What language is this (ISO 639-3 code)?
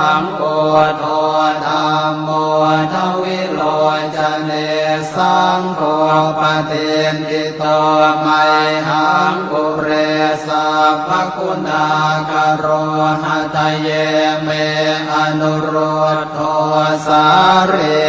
pli